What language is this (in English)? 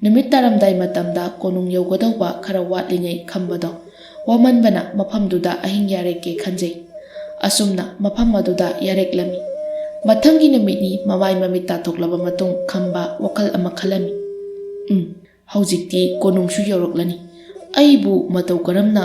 Manipuri